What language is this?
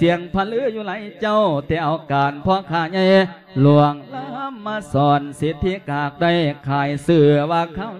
Lao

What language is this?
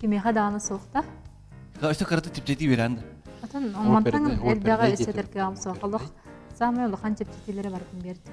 Yakut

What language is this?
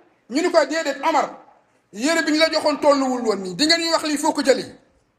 Wolof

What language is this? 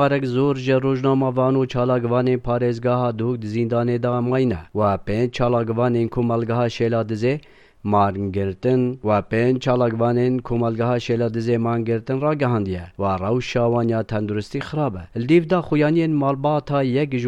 Kurdish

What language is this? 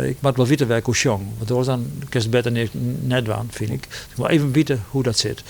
Western Frisian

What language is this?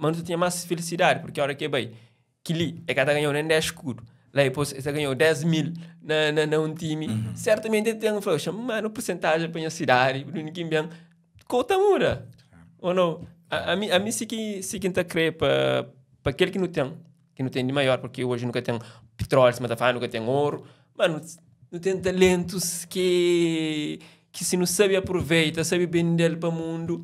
Kabuverdianu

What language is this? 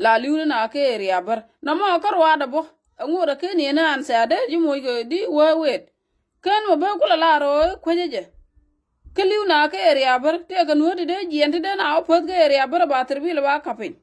Nuer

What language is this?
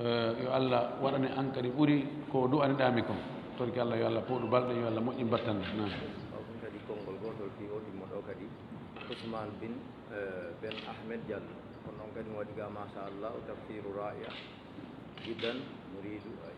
Fula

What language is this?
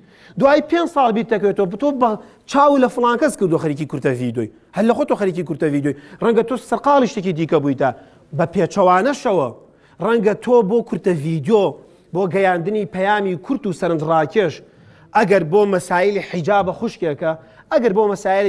Central Kurdish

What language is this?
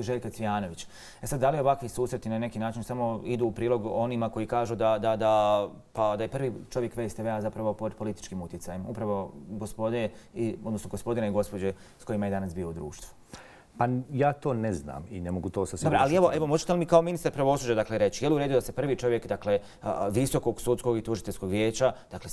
Croatian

